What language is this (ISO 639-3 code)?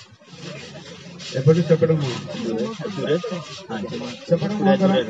ori